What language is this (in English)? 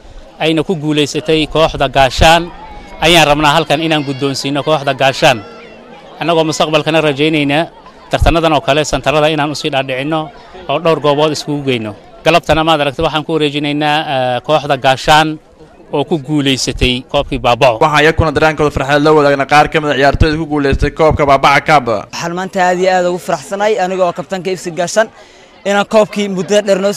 Somali